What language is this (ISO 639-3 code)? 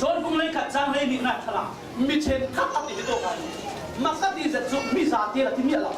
cfm